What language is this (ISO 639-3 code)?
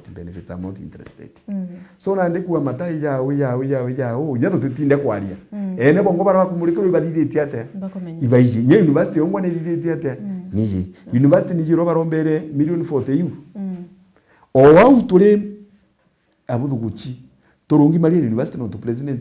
mer